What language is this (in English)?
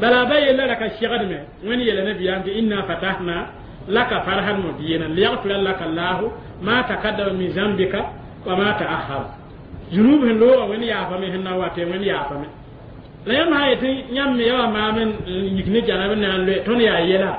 Mossi